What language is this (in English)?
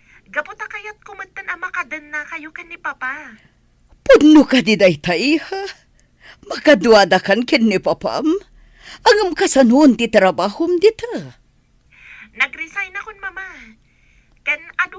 Iloko